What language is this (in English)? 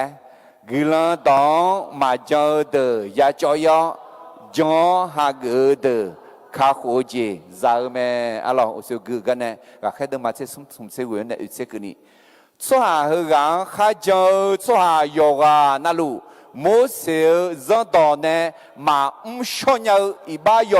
Akha